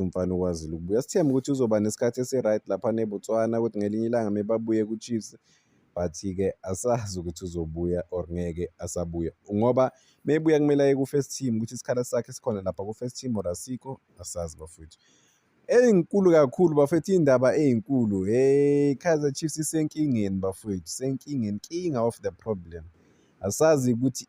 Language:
Zulu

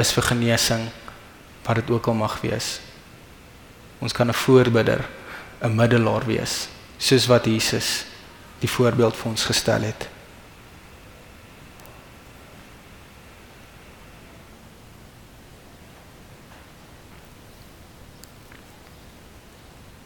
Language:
Afrikaans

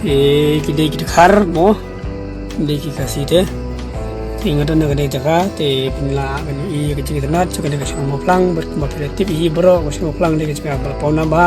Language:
Khasi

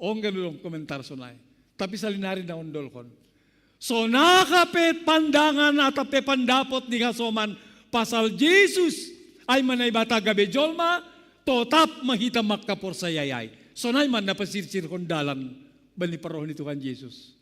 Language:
Batak Simalungun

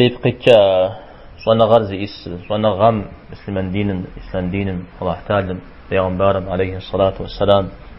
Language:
Kabardian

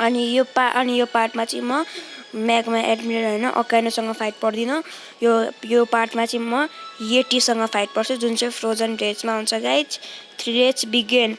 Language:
Nepali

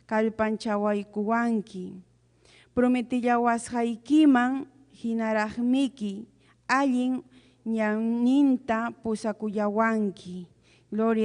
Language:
Ayacucho Quechua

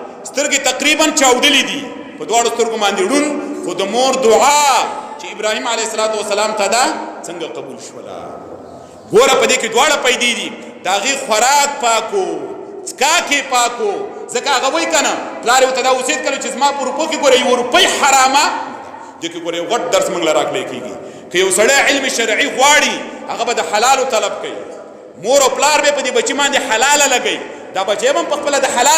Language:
Pashto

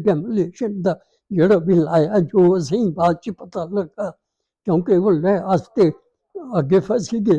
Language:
Dogri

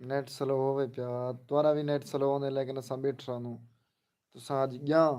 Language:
Saraiki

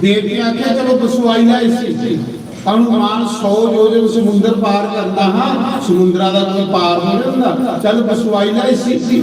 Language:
Dogri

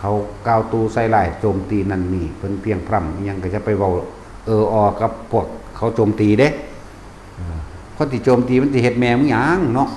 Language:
Northeastern Thai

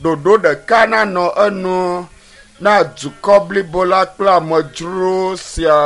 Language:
Ewe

